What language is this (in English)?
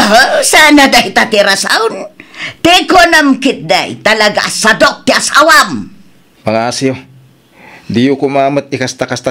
Iloko